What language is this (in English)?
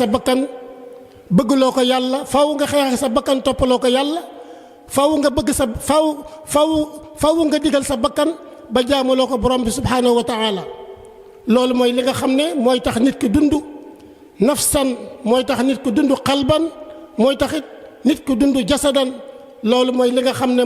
Wolof